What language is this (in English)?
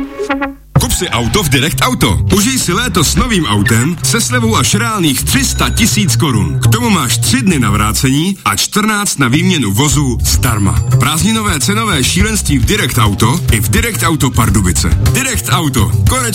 Czech